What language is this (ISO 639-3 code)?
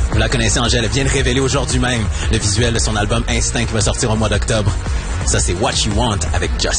fra